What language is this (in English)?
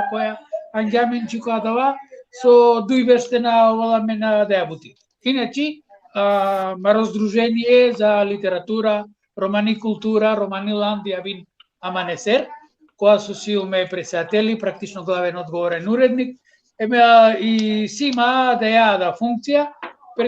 Balkan Romani